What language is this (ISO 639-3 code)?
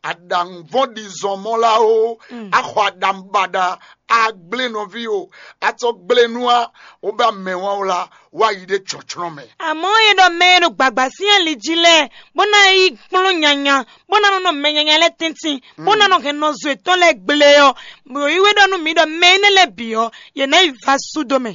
fon